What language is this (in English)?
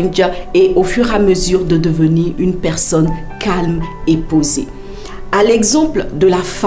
French